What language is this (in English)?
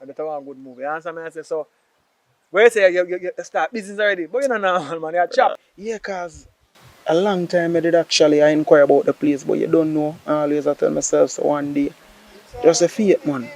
Jamaican Creole English